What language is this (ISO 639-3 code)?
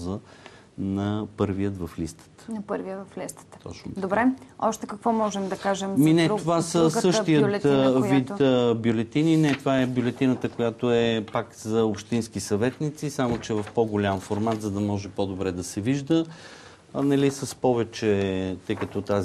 bul